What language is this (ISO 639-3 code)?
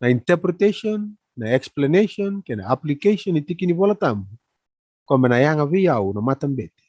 fij